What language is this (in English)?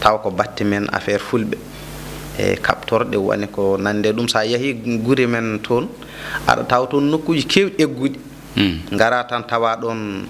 Fula